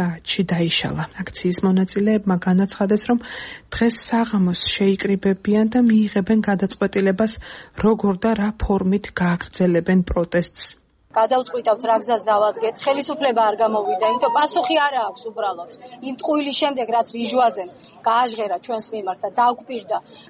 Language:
Georgian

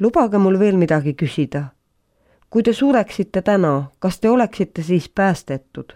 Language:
Estonian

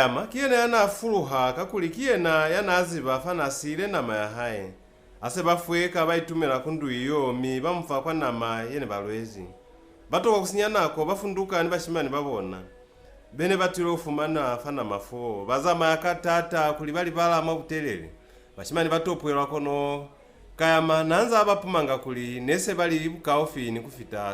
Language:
Lozi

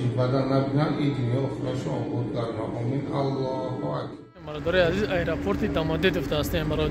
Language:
Tajik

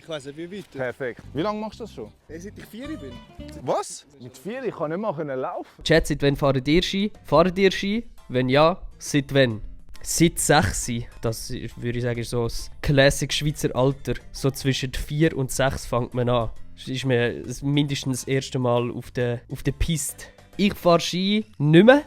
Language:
Swiss German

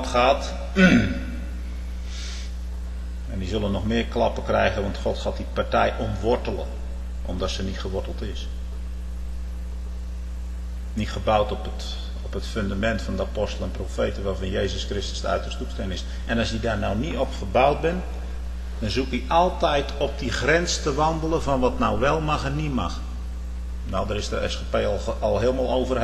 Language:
Dutch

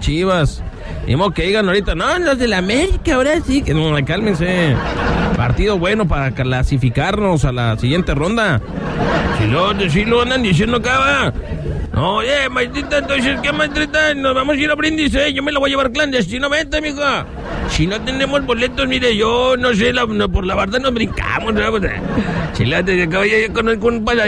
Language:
Spanish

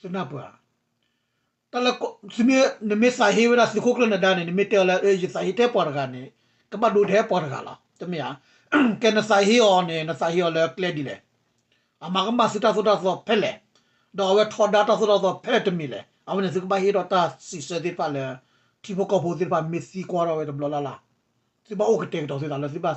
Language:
S'gaw Karen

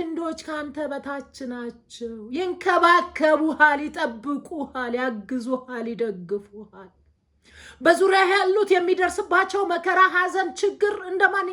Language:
Amharic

